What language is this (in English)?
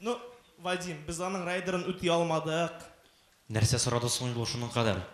Tatar